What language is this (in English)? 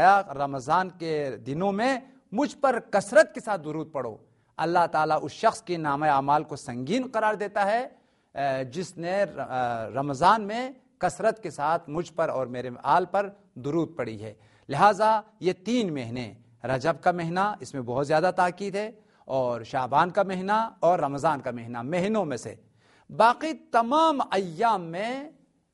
Urdu